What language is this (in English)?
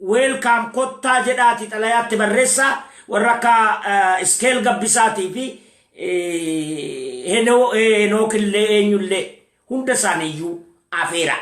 Oromo